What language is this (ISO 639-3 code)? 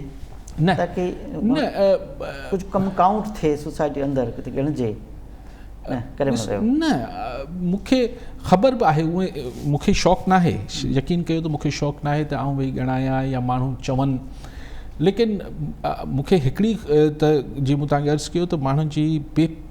snd